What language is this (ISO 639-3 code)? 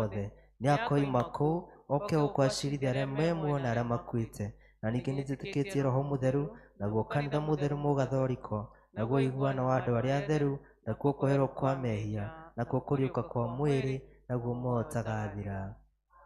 kik